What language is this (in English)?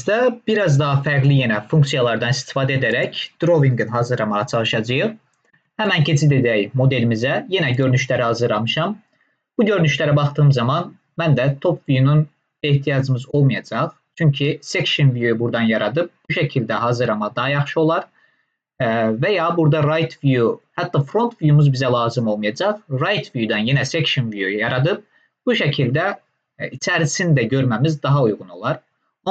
Azerbaijani